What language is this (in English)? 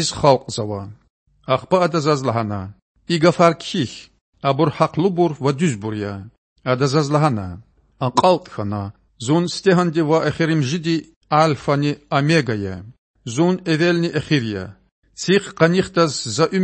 Lezghian